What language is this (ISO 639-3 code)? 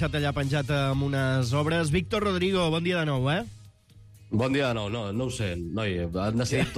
cat